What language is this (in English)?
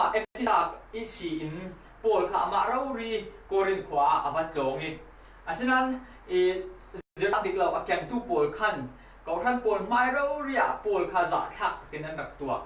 Falam Chin